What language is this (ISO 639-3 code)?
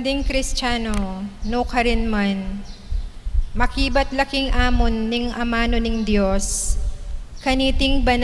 pam